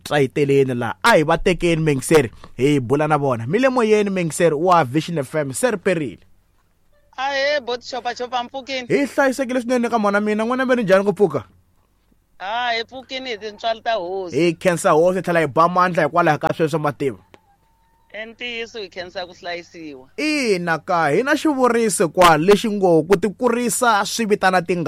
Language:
Tsonga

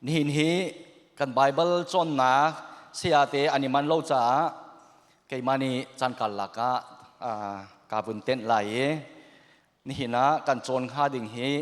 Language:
Hakha Chin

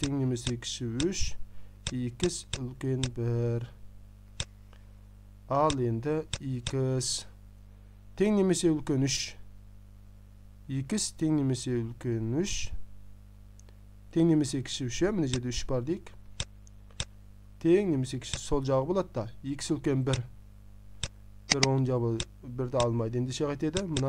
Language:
Kazakh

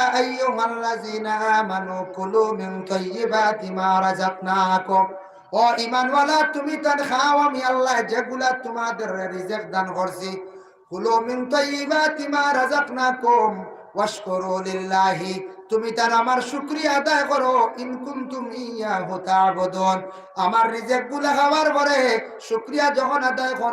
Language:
Sylheti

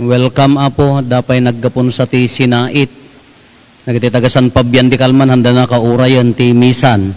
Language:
Iloko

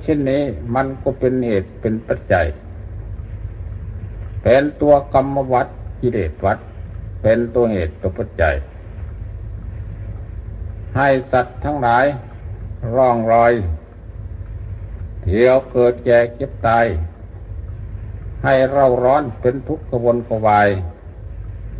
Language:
Thai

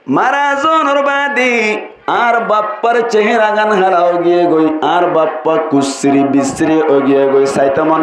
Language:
Rohingya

